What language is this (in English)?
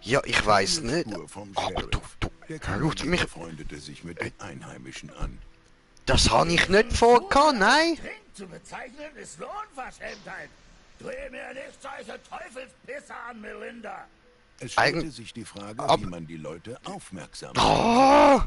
Swiss German